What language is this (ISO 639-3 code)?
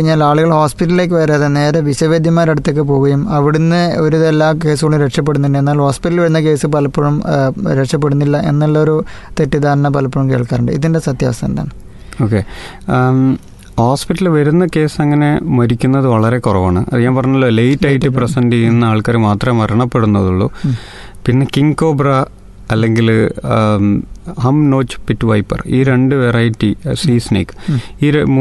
mal